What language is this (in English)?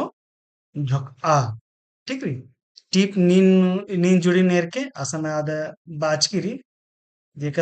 Kurukh